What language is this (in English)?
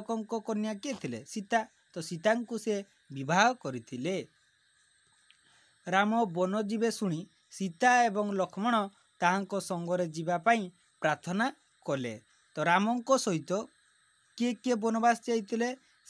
Odia